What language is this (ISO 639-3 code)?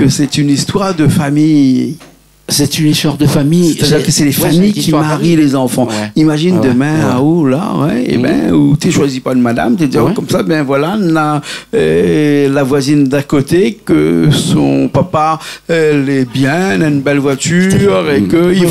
rcf